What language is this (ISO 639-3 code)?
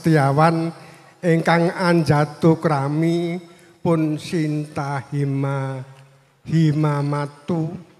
jav